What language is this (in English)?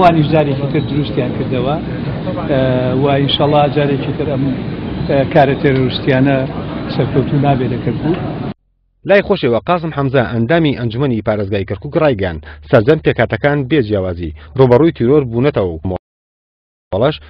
Central Kurdish